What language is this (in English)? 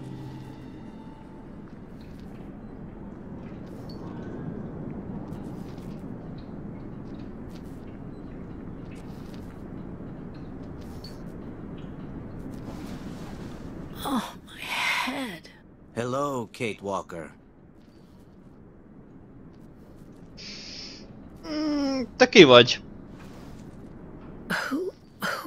Hungarian